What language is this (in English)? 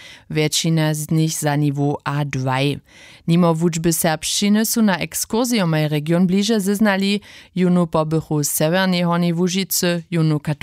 Upper Sorbian